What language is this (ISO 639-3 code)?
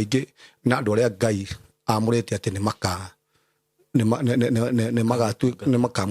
kik